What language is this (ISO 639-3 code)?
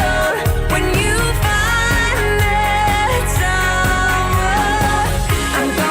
nmf